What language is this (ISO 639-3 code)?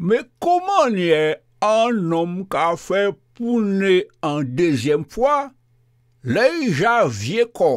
gcf